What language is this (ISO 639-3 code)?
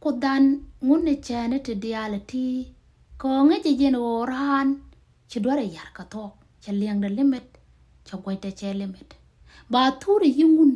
nus